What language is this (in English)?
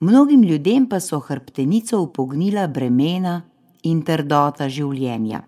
Slovenian